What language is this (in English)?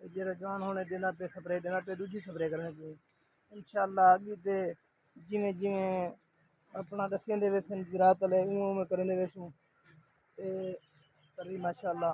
Saraiki